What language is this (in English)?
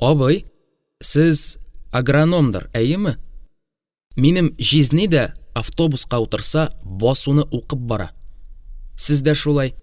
Tatar